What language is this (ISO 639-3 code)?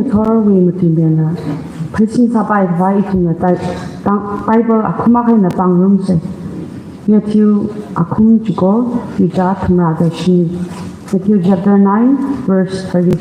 nmf